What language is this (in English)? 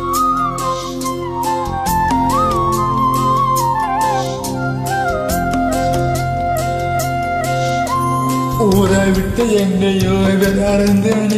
Tamil